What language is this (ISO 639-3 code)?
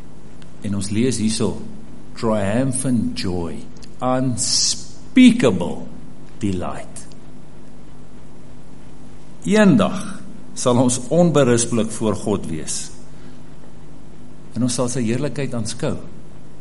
afr